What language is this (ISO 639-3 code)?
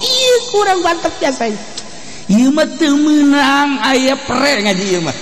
sun